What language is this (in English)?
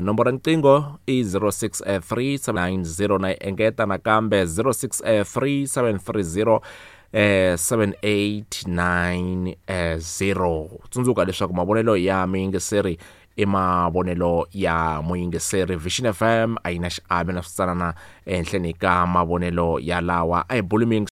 Tsonga